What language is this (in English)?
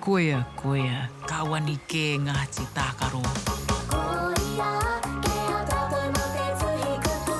Māori